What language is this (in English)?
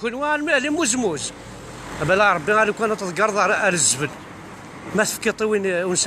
Kabyle